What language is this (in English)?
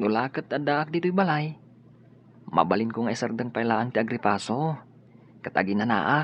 Iloko